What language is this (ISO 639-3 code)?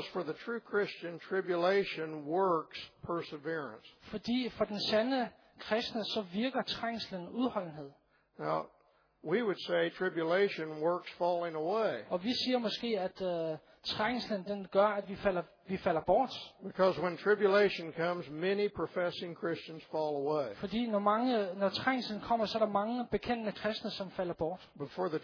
dan